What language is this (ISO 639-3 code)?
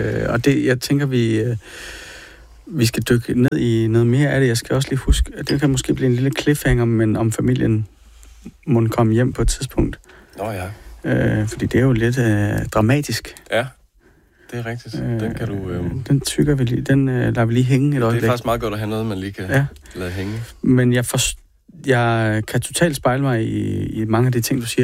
dan